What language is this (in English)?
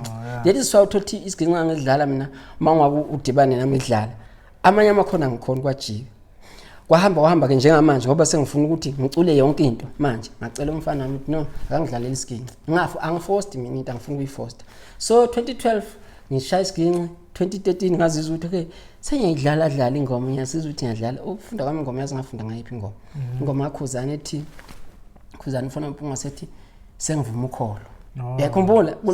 Zulu